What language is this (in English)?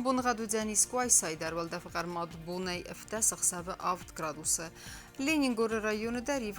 Ossetic